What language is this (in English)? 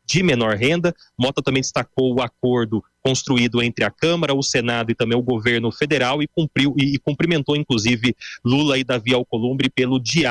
Portuguese